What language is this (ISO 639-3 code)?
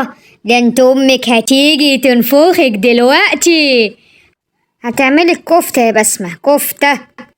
arz